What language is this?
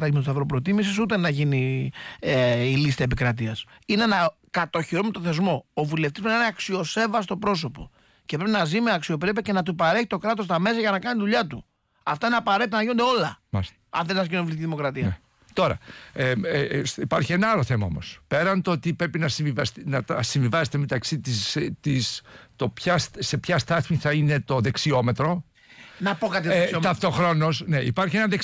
Greek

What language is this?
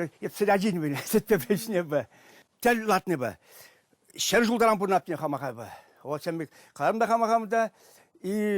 Chuvash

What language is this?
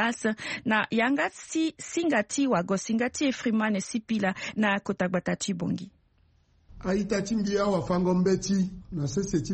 Sango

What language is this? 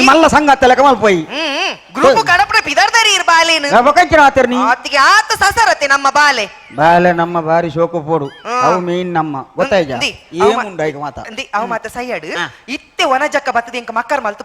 Tulu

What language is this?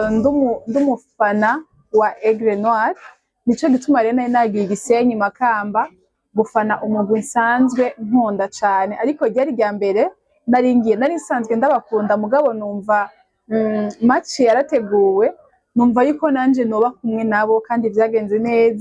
Rundi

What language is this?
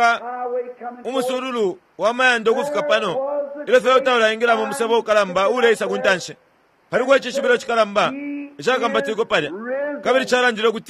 Bemba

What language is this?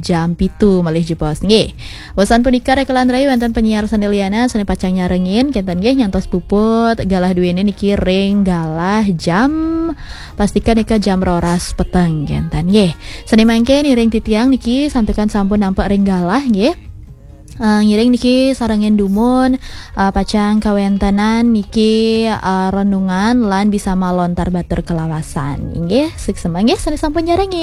Balinese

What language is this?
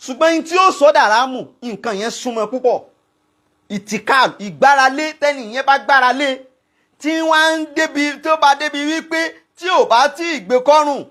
Yoruba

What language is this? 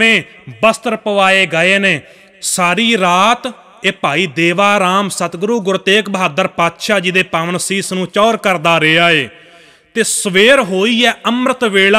Punjabi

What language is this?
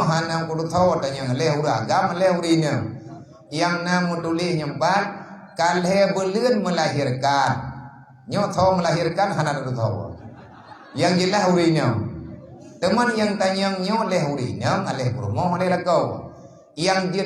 Achinese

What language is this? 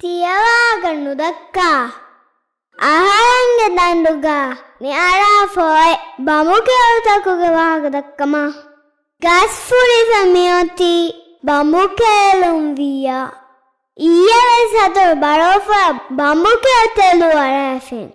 Divehi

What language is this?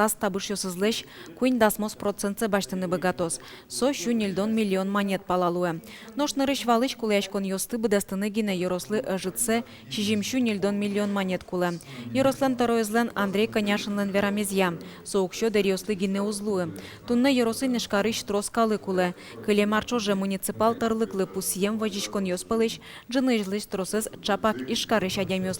Udmurt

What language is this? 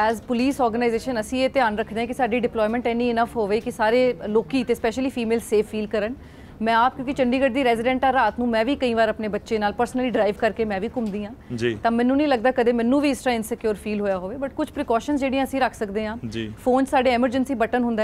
Punjabi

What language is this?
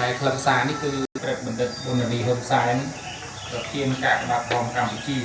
Khmer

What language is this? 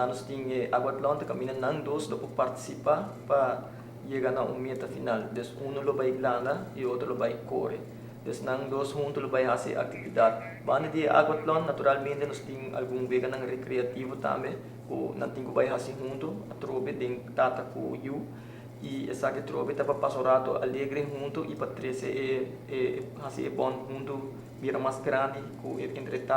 Papiamento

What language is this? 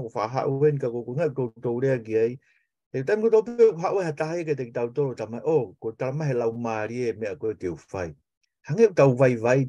Tongan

